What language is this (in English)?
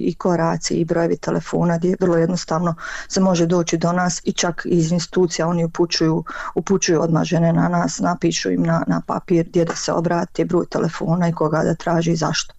Bosnian